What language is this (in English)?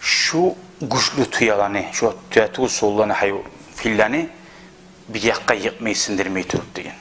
Kumyk